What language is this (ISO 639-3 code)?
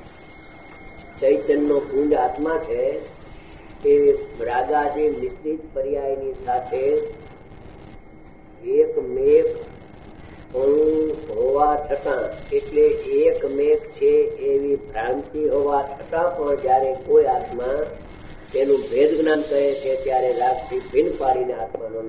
guj